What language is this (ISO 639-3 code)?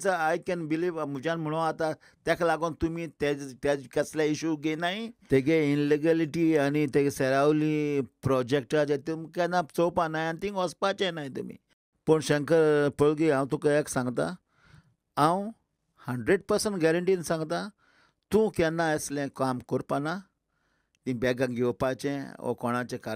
kok